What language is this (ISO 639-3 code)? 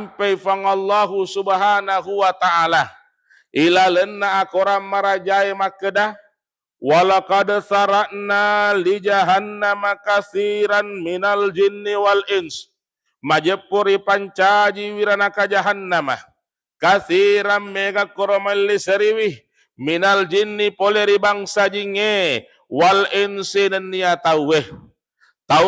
bug